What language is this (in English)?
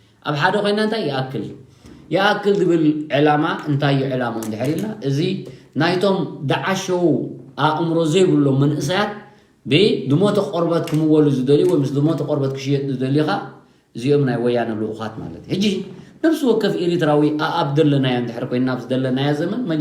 Tigrinya